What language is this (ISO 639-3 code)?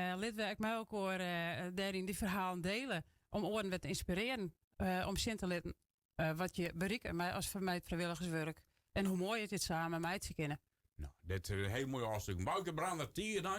fry